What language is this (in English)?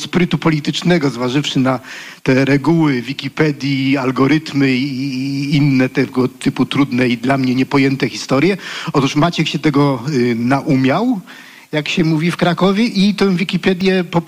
Polish